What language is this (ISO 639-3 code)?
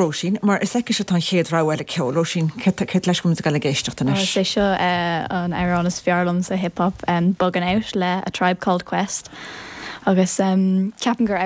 gle